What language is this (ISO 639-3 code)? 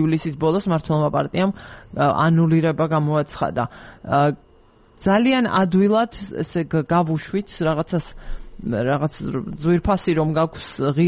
kat